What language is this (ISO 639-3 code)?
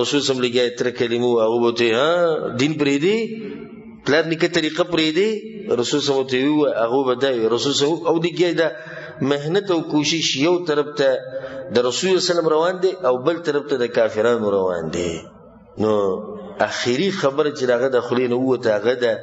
pus